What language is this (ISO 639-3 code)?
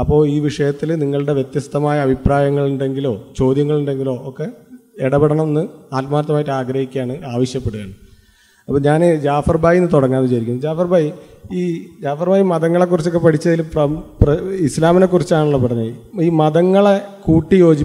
mal